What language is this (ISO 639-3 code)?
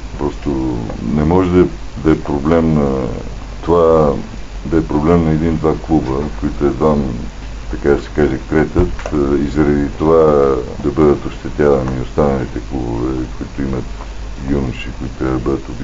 bul